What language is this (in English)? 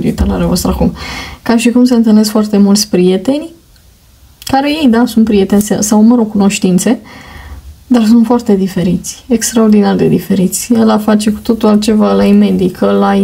Romanian